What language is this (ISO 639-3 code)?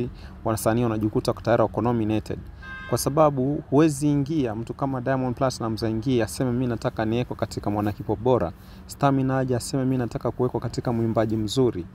swa